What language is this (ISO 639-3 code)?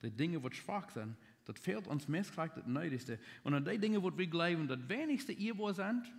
pdt